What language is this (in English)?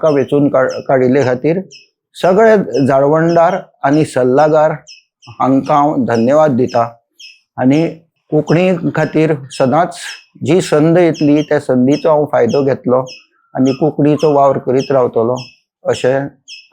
Konkani